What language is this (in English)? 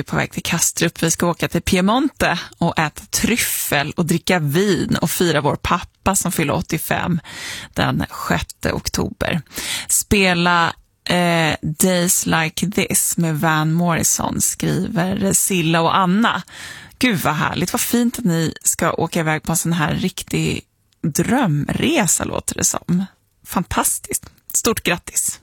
Swedish